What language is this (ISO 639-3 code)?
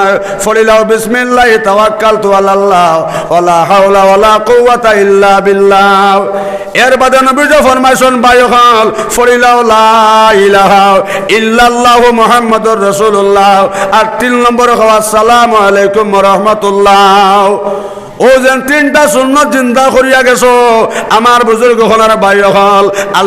syl